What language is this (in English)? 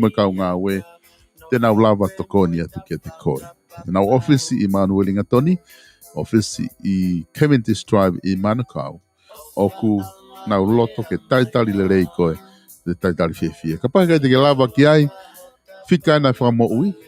Tongan